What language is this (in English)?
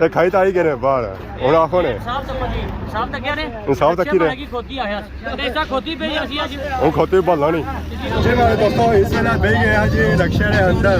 Pahari-Potwari